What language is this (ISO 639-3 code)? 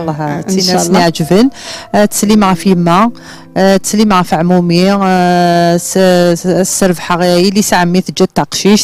kab